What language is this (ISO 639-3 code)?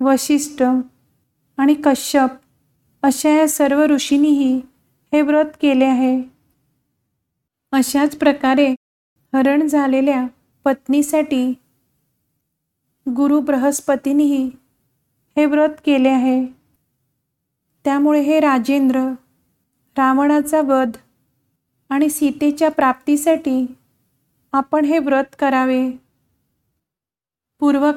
mar